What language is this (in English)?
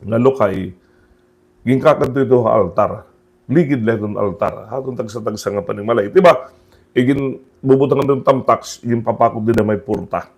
Waray